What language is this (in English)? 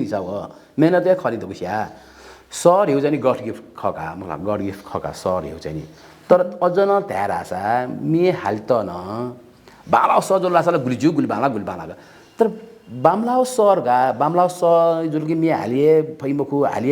Newari